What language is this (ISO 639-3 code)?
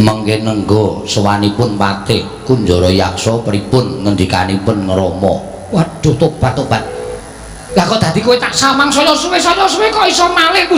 jav